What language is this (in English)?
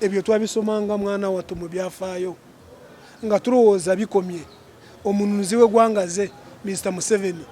Ganda